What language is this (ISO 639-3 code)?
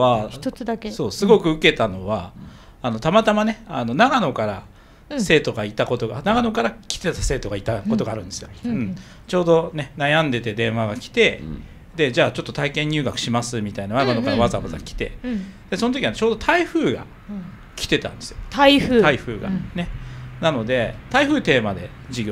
jpn